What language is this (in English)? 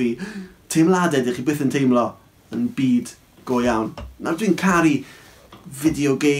Welsh